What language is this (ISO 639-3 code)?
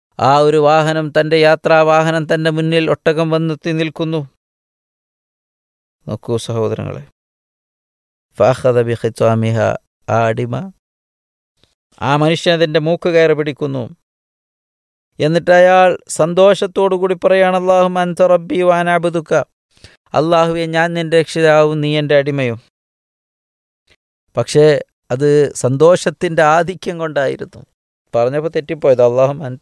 mal